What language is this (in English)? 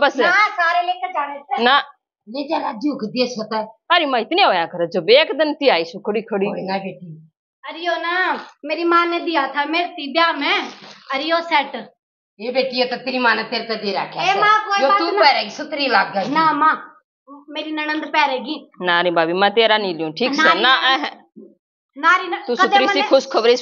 Haryanvi